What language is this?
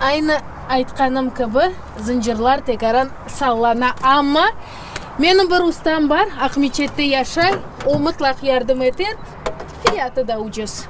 Crimean Tatar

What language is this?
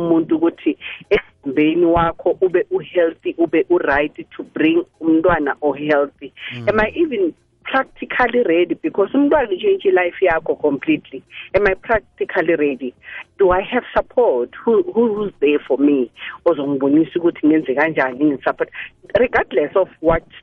South Ndebele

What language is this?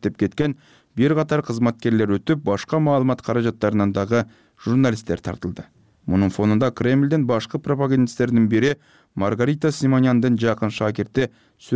Kyrgyz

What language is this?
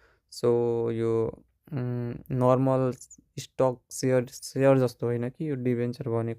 Nepali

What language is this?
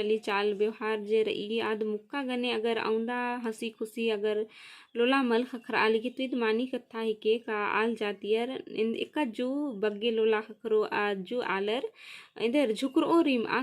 Kurukh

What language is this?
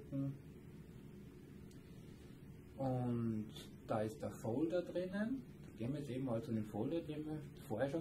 German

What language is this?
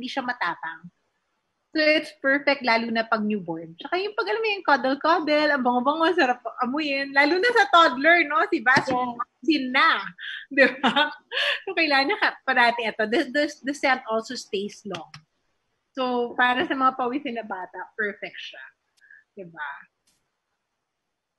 Filipino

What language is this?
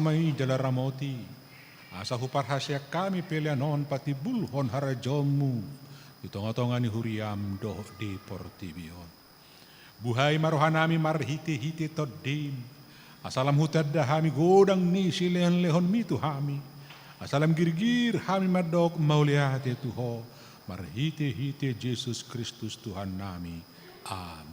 Batak Toba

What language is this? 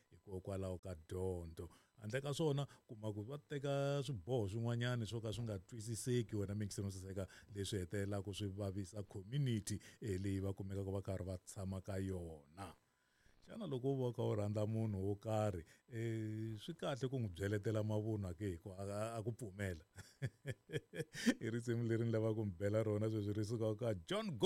Tsonga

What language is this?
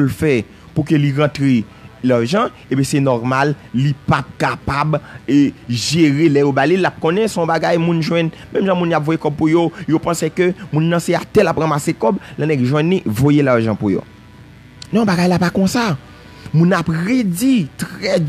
Haitian Creole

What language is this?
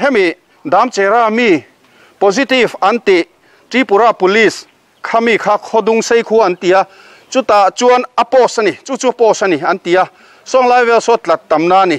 Mizo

